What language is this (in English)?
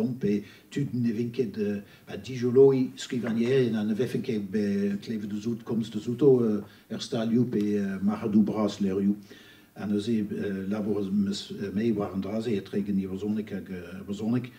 Breton